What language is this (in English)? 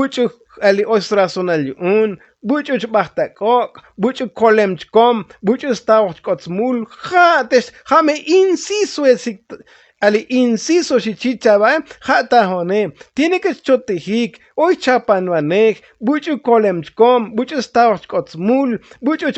Tzotzil